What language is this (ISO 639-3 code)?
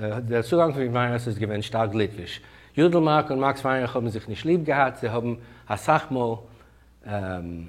yid